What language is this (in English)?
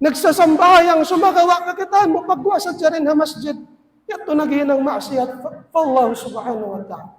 Tausug